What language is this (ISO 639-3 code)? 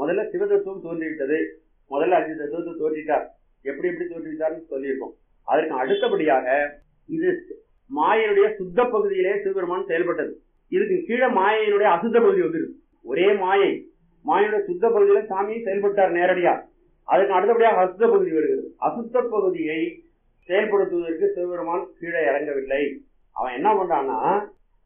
tam